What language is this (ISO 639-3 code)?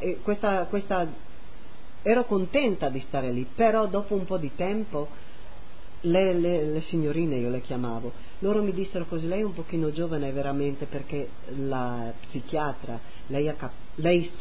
ita